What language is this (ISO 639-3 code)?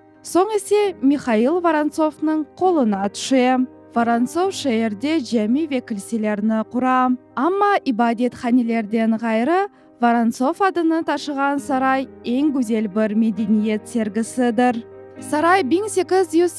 crh